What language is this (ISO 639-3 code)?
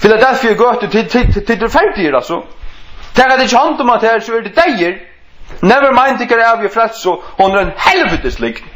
fao